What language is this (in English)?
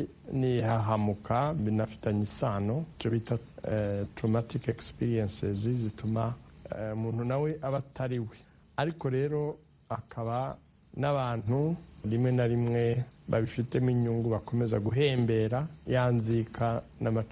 Kinyarwanda